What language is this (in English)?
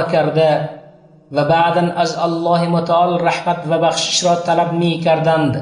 Tajik